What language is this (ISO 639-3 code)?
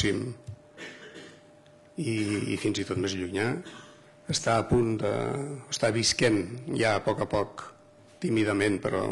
cat